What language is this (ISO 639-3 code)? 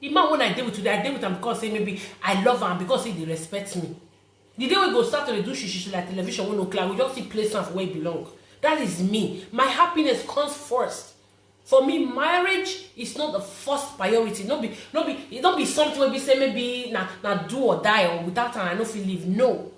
pcm